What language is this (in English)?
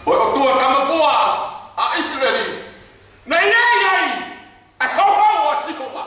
Tongan